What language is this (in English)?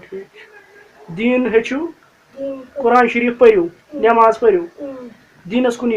Kashmiri